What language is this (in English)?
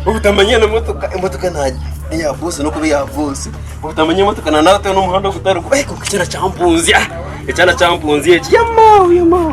Nyankole